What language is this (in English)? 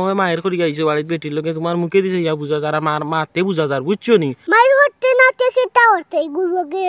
Sylheti